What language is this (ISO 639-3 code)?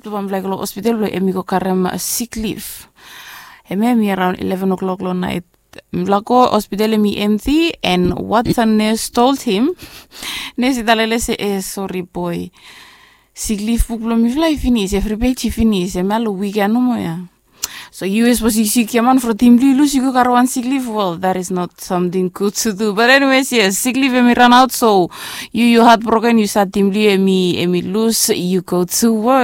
bis